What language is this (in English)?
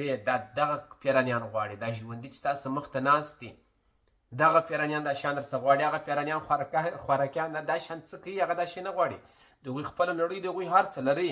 Pashto